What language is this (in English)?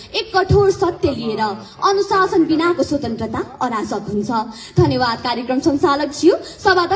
Nepali